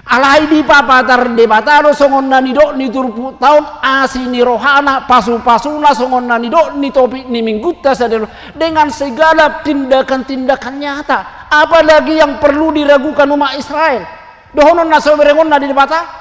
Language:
Batak Toba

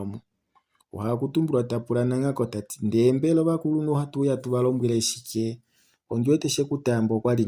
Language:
Kuanyama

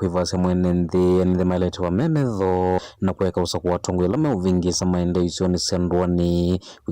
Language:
Kamba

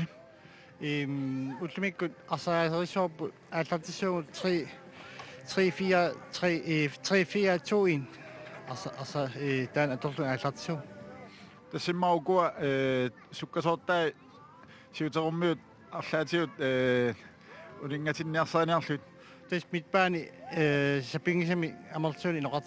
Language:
Kalaallisut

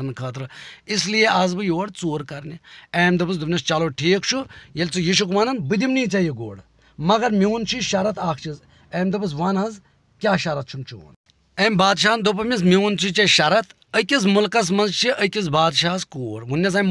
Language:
Kashmiri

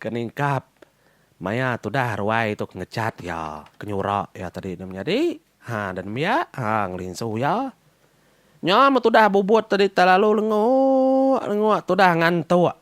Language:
Iban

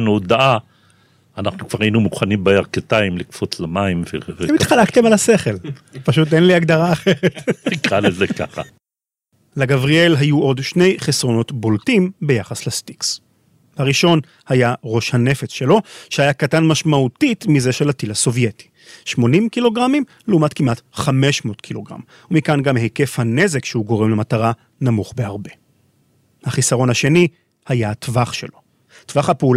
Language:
Hebrew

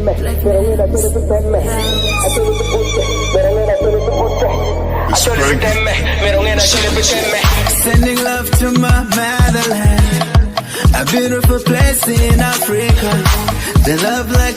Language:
Acoli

